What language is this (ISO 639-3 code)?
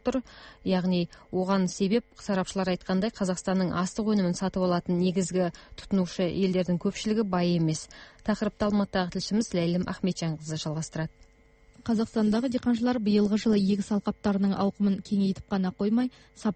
kaz